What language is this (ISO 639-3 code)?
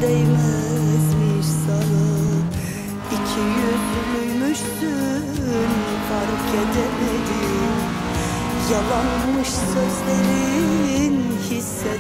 tur